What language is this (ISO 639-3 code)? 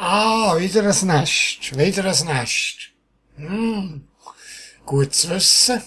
gsw